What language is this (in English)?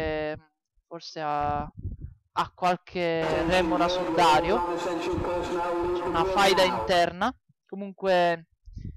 Italian